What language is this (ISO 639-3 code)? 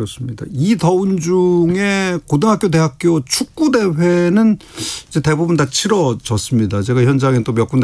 kor